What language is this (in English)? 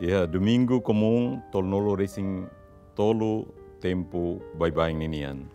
Tetum